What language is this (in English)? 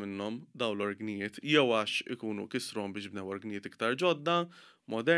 Maltese